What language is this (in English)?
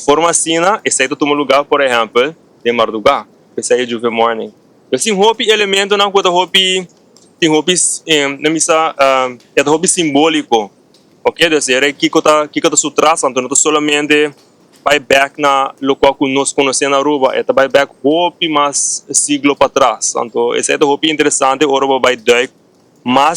Papiamento